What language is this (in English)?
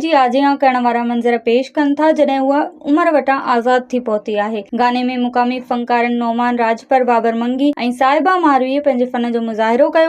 Sindhi